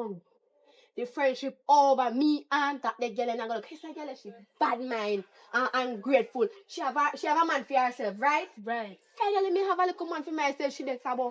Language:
Jamaican Creole English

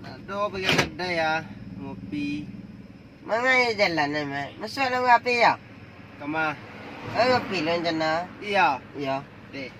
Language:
Minangkabau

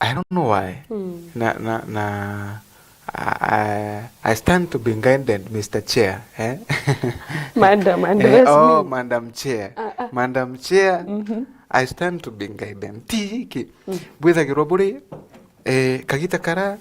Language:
Meru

